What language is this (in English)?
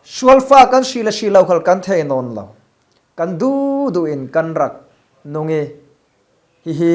Falam Chin